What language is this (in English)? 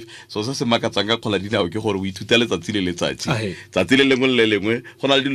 Tswana